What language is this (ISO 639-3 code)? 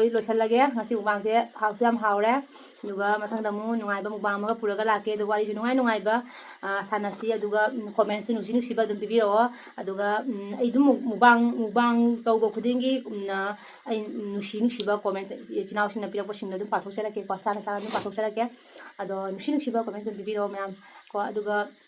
mni